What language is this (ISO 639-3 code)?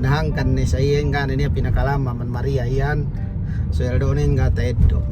yka